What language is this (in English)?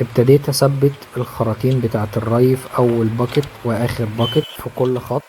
Egyptian Arabic